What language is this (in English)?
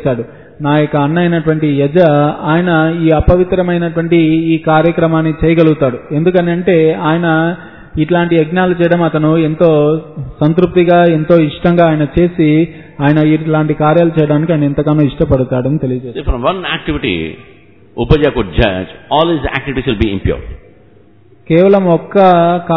Telugu